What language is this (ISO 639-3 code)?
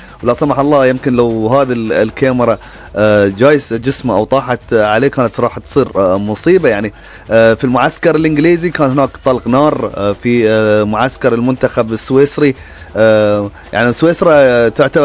afb